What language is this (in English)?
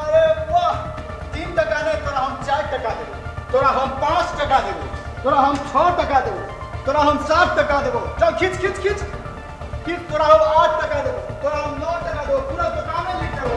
Maithili